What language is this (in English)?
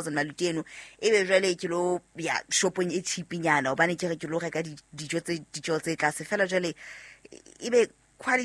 Southern Sotho